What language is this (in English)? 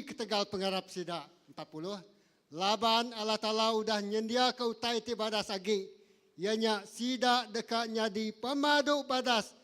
Iban